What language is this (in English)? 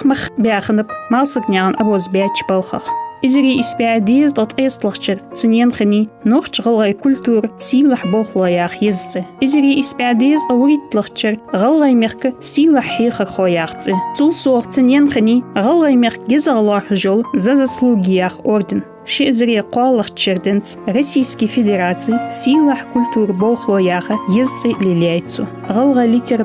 Ingush